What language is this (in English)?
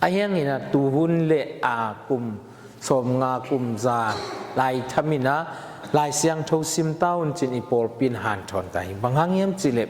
Tedim Chin